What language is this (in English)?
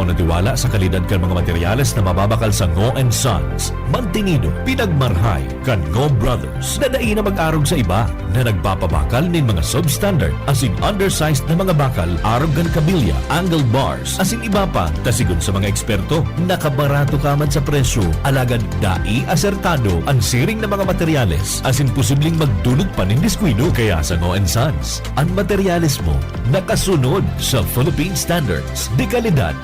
Bikol